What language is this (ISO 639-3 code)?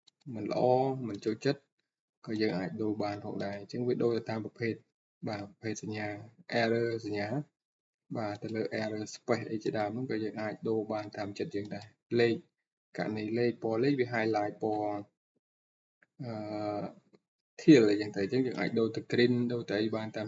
khm